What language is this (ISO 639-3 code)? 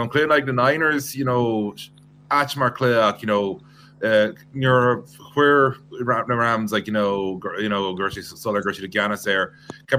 gle